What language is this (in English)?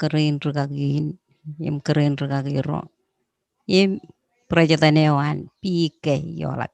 Marshallese